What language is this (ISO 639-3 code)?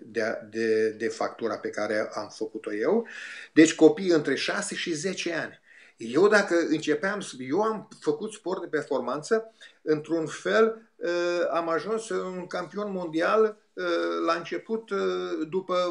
ron